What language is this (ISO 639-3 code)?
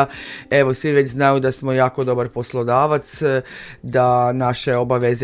srp